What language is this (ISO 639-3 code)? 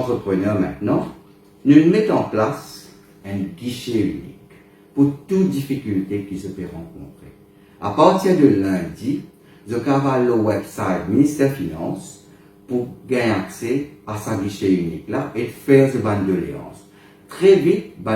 mfe